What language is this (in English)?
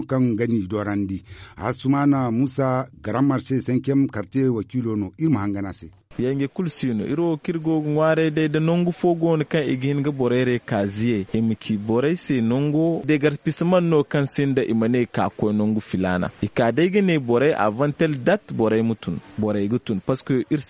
Zarma